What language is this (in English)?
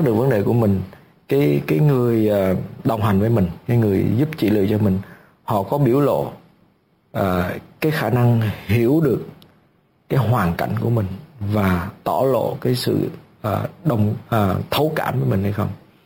Vietnamese